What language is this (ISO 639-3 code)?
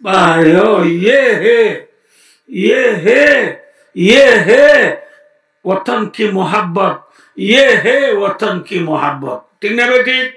rhg